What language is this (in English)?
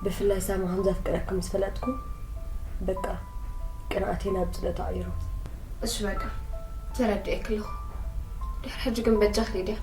Tigrinya